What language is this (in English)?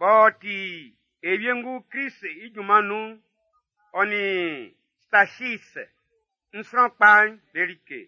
Baoulé